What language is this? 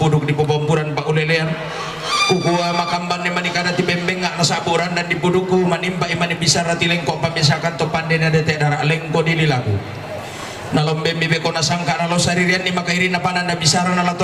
Toraja-Sa'dan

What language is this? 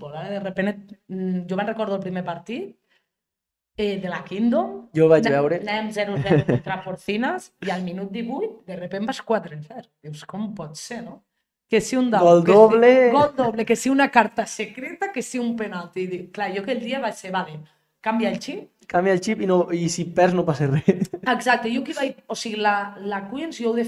Catalan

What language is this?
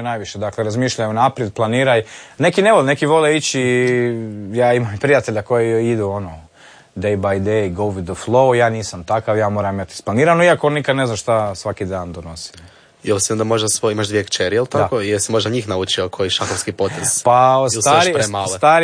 Croatian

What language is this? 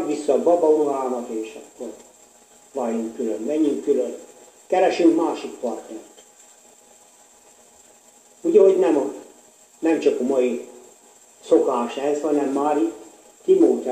Hungarian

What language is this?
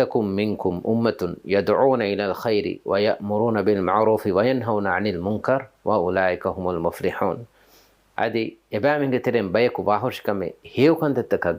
Divehi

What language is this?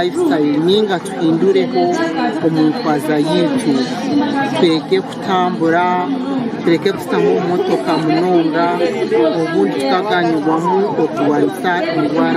Nyankole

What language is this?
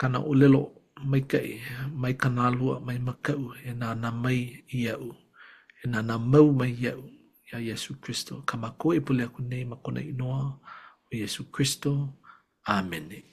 Hawaiian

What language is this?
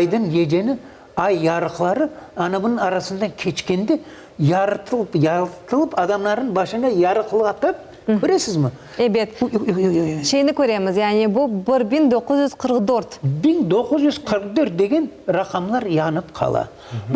Crimean Tatar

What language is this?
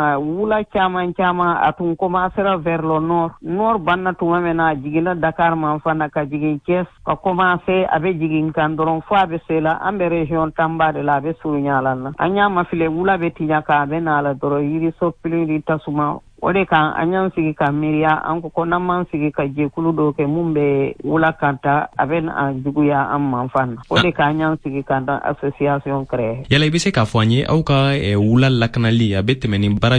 Bambara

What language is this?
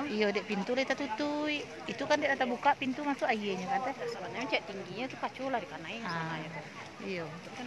Minangkabau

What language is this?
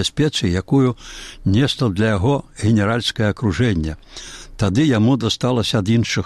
Belarusian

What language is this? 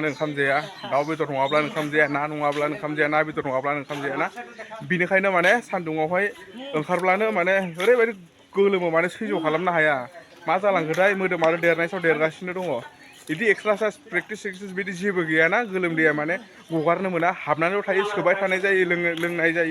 Bodo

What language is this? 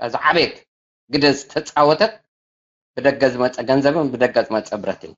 Tigrinya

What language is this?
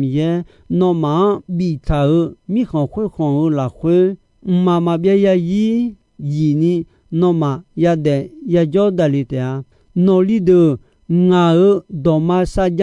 Akha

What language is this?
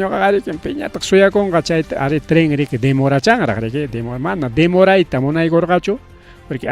Ayacucho Quechua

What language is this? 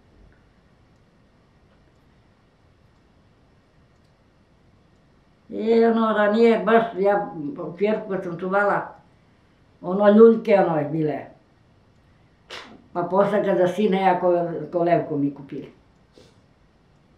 Serbian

